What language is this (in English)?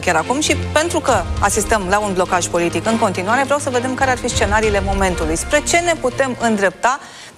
Romanian